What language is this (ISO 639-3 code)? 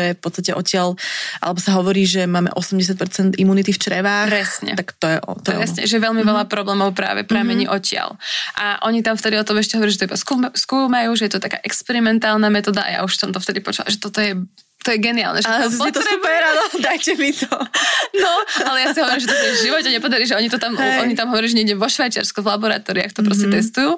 slk